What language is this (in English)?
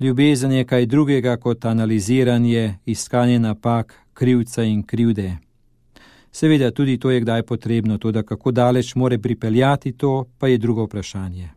Slovenian